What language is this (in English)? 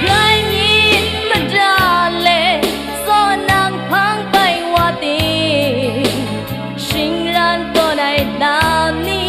Kachin